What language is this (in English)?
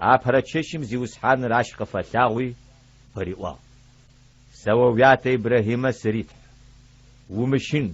Adyghe